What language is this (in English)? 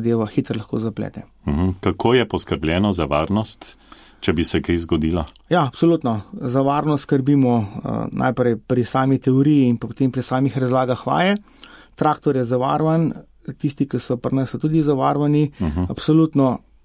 Slovenian